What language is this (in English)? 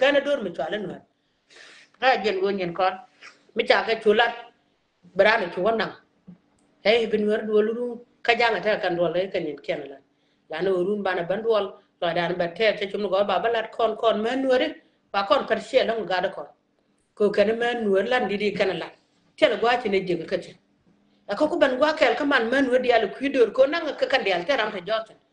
Nuer